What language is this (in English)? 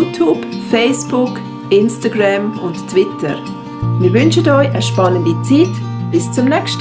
Swiss German